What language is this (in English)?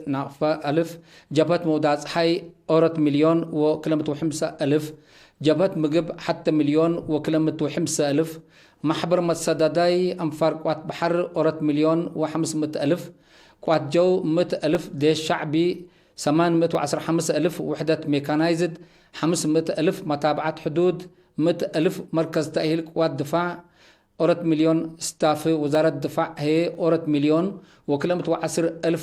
Tigre